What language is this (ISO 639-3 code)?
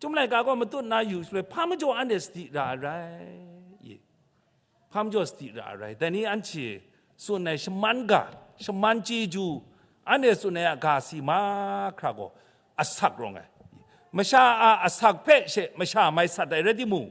kac